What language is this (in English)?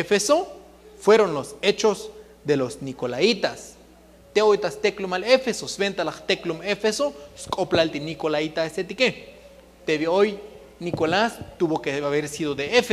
Tzotzil